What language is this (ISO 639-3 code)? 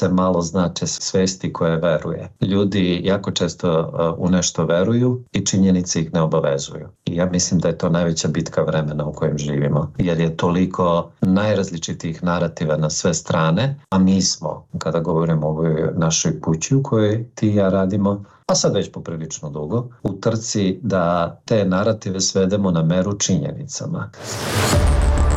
bos